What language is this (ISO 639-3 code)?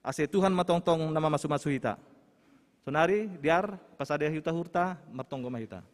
bts